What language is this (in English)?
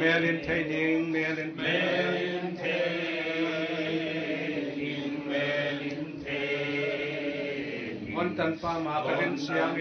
Paite Chin